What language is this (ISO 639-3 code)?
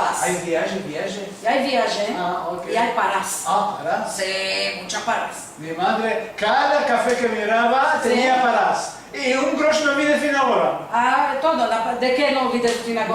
lad